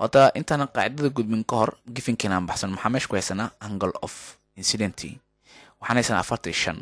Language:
Somali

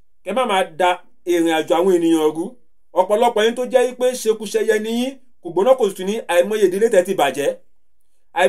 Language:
Yoruba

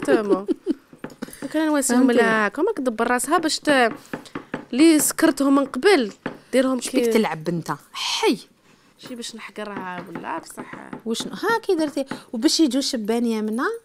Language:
Algerian Arabic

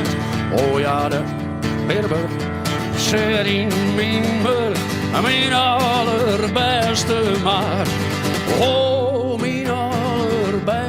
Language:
Western Frisian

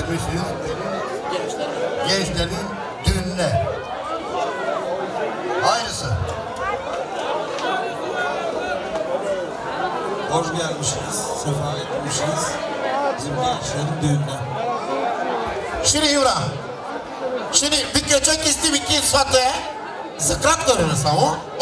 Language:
Turkish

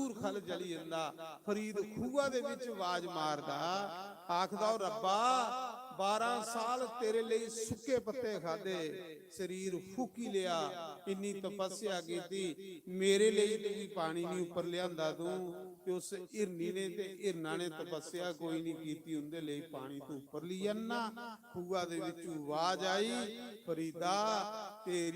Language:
Dogri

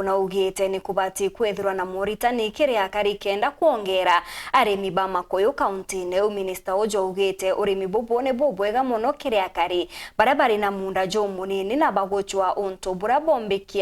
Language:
Meru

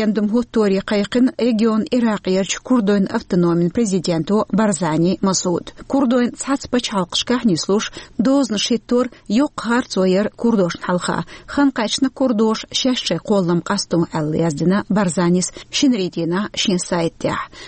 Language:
Chechen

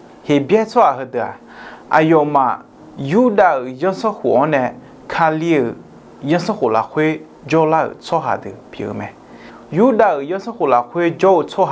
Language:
Akha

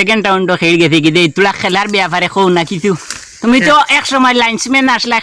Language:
Sylheti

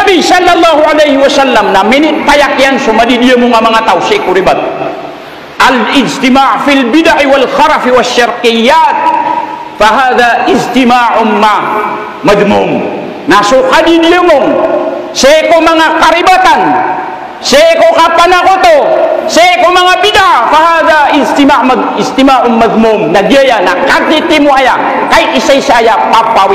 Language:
Maranao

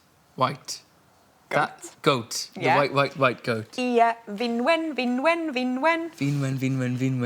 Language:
Welsh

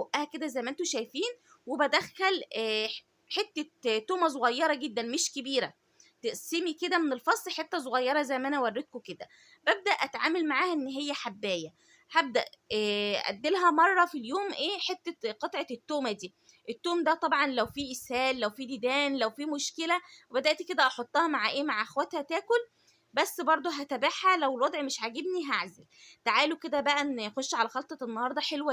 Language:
Egyptian Arabic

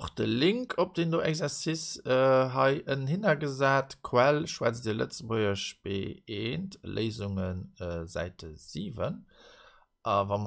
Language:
Luxembourgish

